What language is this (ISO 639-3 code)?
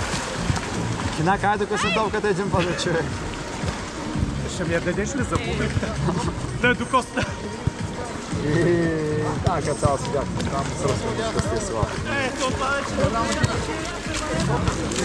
bul